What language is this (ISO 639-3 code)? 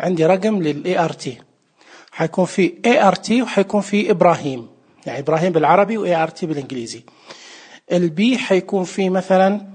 ars